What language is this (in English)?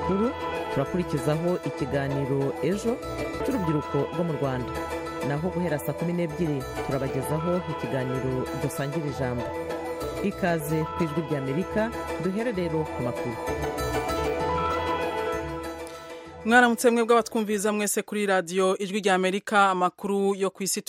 Kinyarwanda